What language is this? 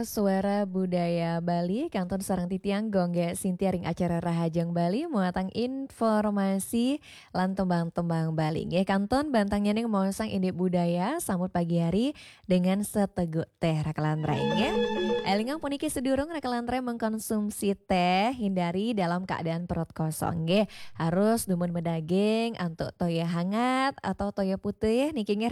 Balinese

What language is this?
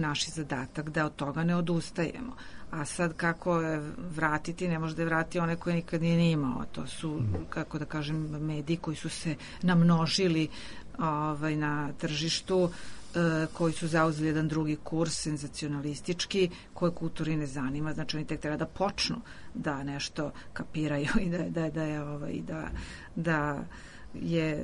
Serbian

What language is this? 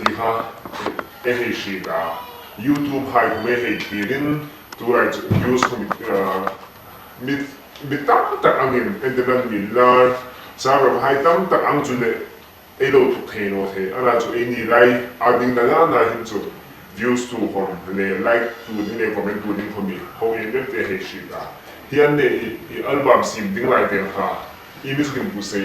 Hmar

